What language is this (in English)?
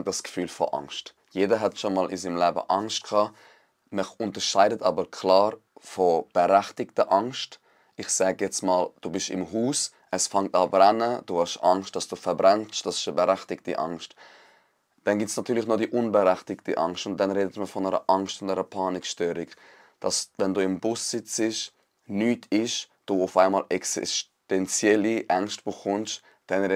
Swiss German